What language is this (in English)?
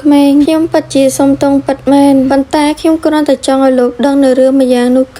Khmer